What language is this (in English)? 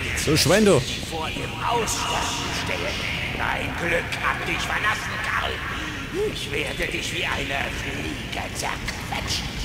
Bavarian